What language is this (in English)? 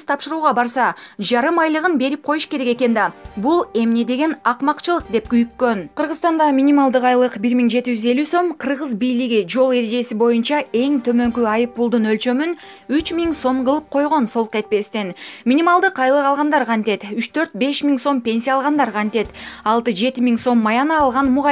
Kyrgyz